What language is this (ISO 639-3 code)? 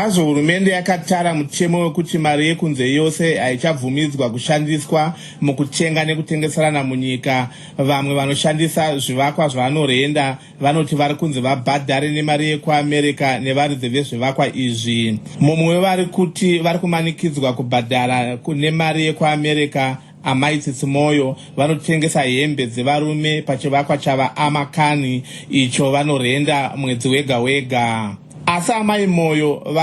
sna